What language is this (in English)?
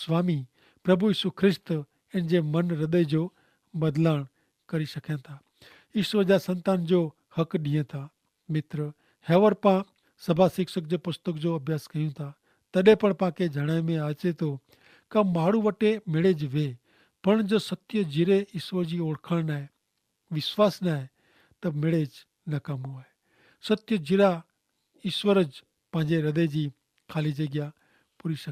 Kachhi